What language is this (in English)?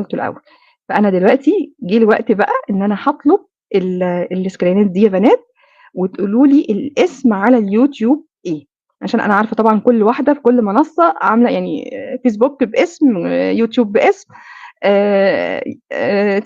Egyptian Arabic